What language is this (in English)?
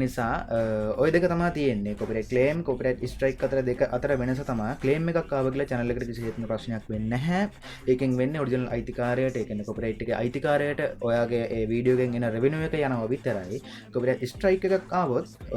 Sinhala